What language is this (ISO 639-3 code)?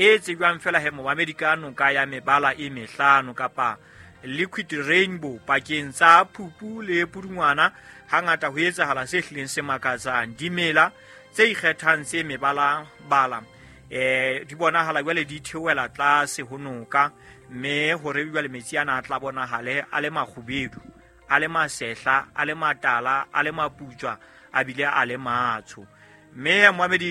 sot